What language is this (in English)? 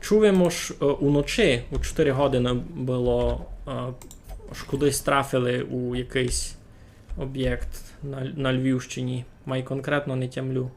Rusyn